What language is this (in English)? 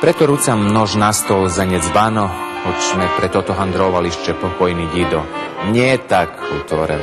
Rusyn